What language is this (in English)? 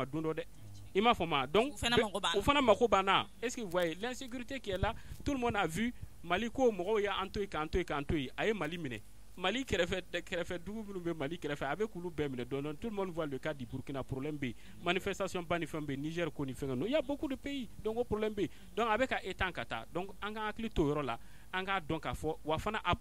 Bambara